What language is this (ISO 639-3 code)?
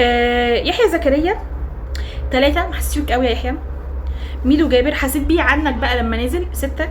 arz